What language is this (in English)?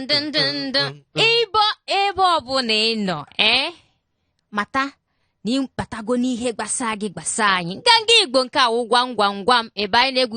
Igbo